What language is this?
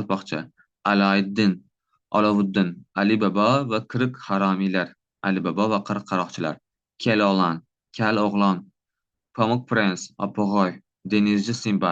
Uzbek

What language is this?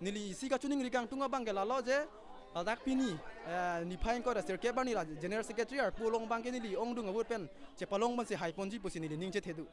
Karbi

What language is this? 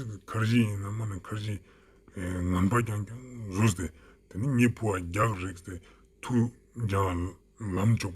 Ladakhi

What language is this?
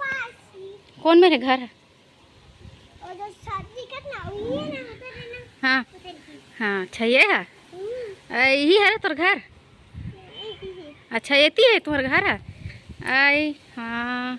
Chhattisgarhi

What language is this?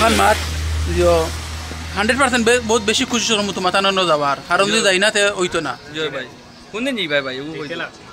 Sylheti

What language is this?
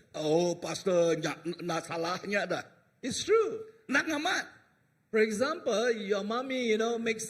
Iban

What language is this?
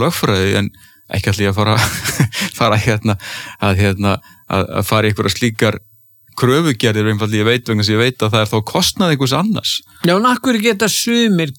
Icelandic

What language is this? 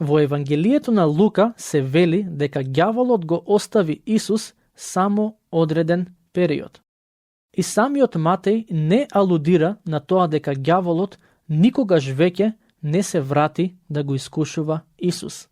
Macedonian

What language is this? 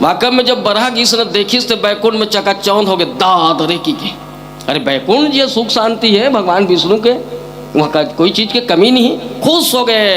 Chhattisgarhi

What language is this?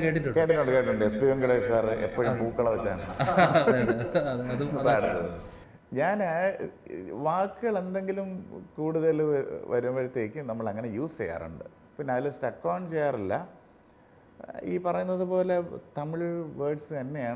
Malayalam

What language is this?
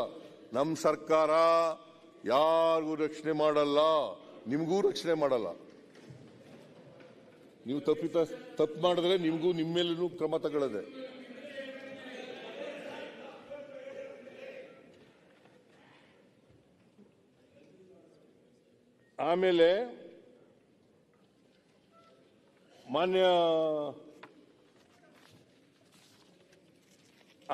Kannada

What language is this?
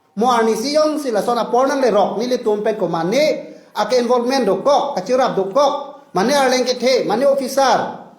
Karbi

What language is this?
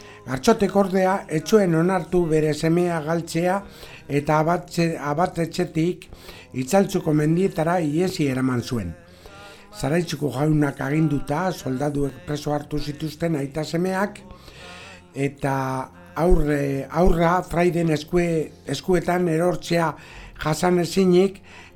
Basque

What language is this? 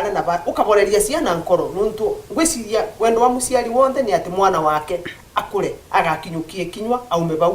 Meru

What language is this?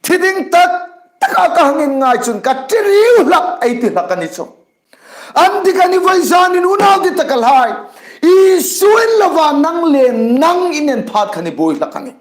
Hmar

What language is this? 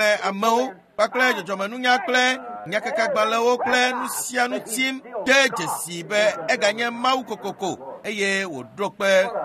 Ewe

